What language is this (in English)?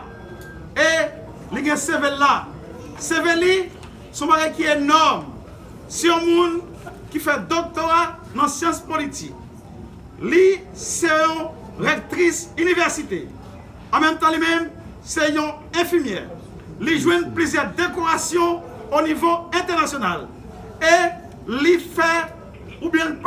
Haitian Creole